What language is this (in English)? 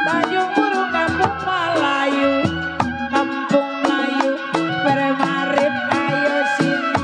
Betawi